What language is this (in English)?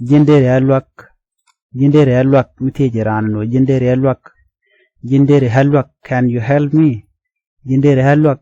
Nuer